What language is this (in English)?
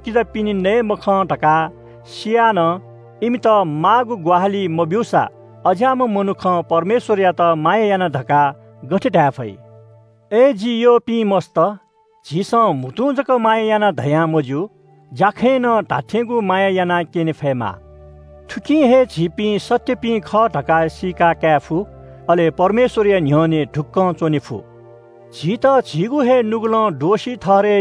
Newari